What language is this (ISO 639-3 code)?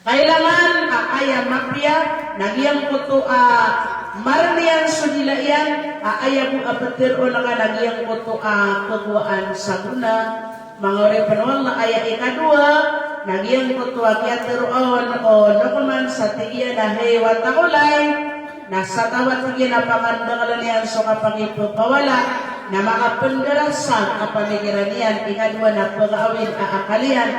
mrw